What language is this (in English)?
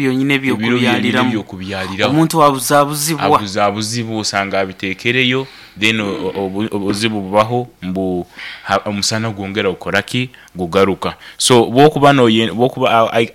Nyoro